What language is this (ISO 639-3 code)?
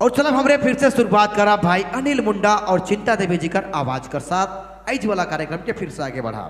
sck